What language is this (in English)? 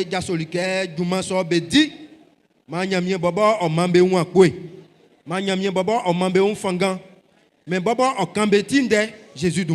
Baoulé